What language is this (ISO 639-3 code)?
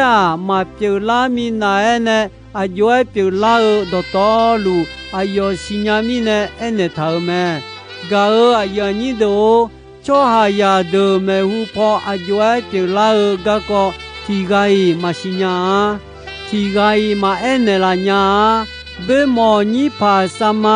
ahk